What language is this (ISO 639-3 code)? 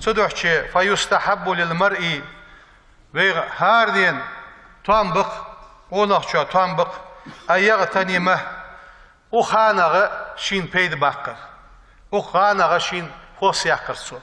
inh